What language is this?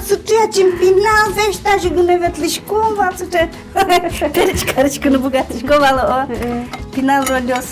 Udmurt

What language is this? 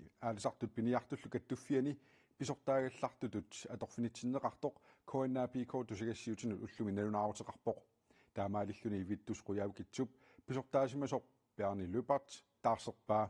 Kalaallisut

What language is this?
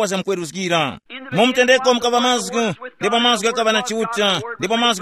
Tumbuka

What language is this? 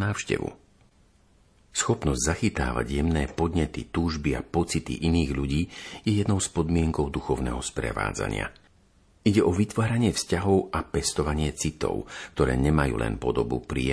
Slovak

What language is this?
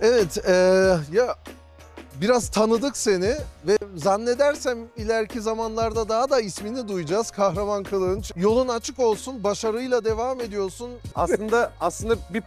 Turkish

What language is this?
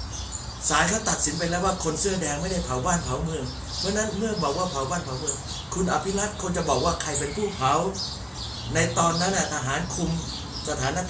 Thai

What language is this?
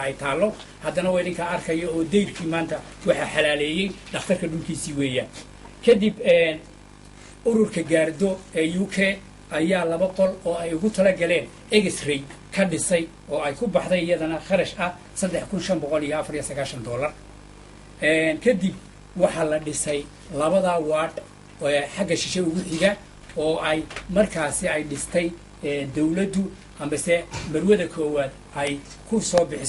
Somali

